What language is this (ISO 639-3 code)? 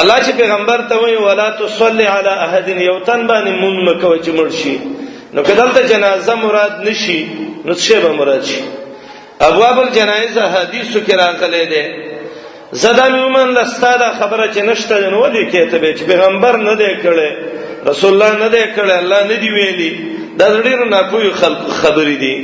pus